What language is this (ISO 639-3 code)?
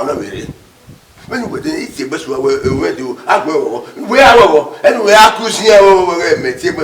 bin